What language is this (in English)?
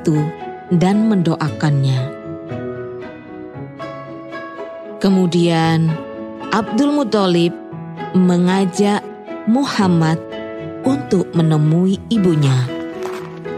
Indonesian